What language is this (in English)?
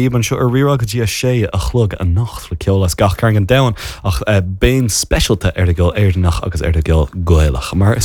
Irish